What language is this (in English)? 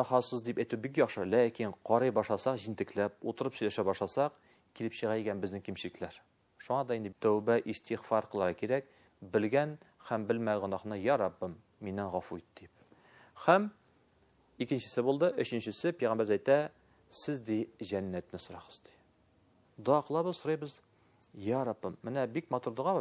Tatar